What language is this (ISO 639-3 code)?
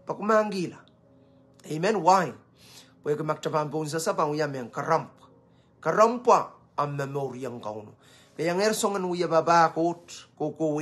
pon